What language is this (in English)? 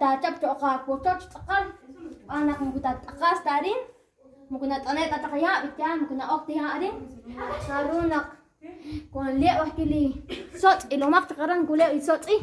Kekchí